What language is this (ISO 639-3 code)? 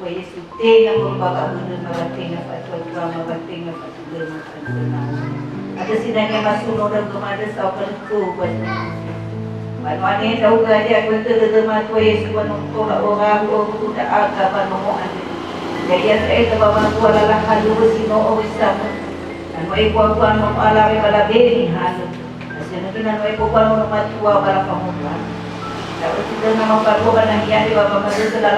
nia